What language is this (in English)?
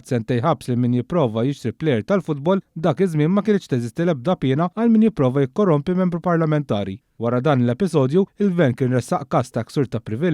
Maltese